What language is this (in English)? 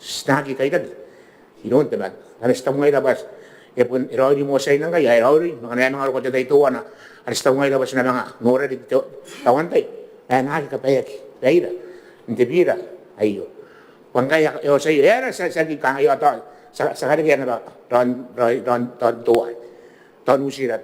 Gilbertese